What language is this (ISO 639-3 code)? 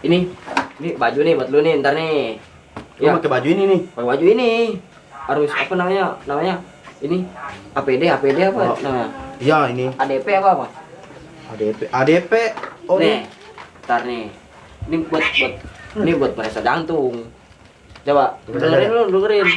bew